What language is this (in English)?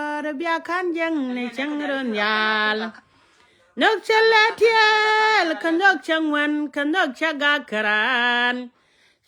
Nuer